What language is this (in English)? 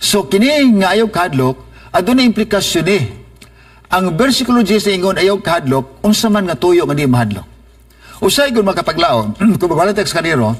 Cebuano